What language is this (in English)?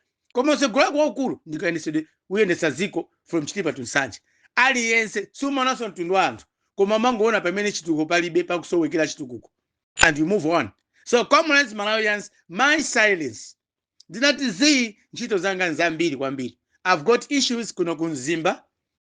Nyanja